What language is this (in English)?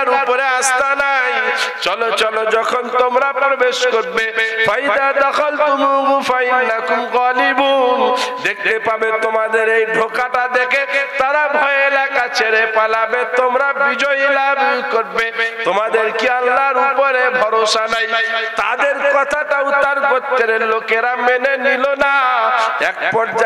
Bangla